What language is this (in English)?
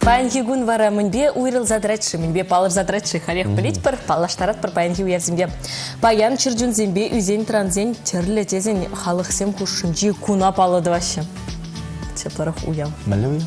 Chuvash